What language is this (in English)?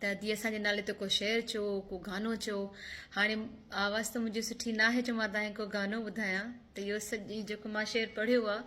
Sindhi